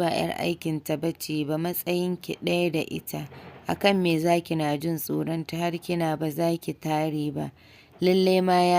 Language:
Hausa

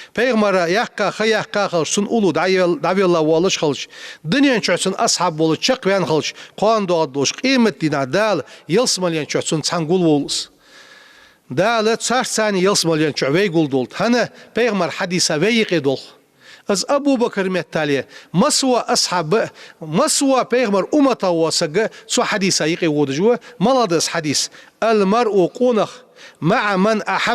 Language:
Ingush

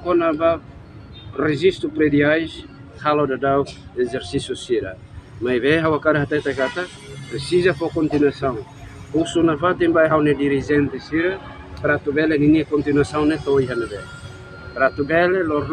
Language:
Tetum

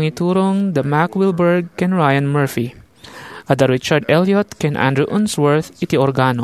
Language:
Iloko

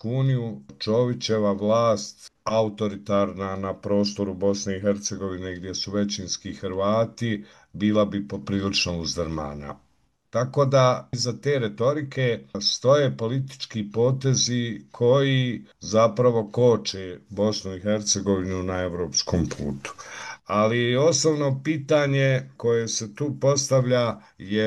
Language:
Bosnian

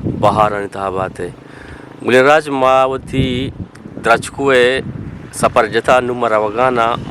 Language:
Eastern Balochi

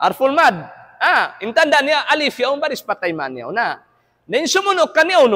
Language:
Tausug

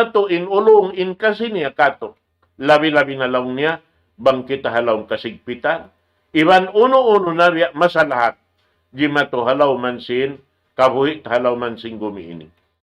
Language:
Tausug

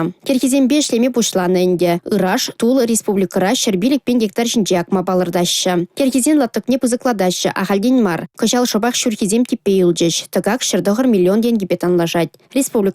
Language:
Chuvash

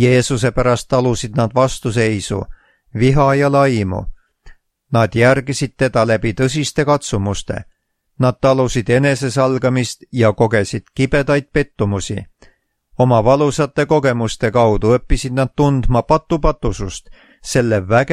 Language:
Estonian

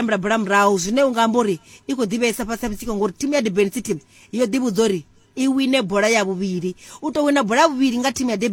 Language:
Venda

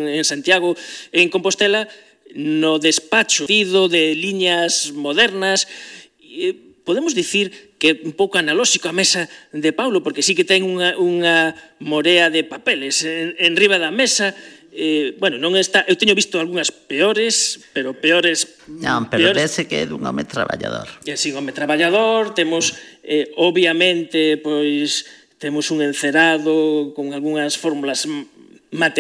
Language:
Galician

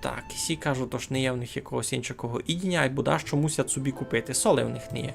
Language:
Rusyn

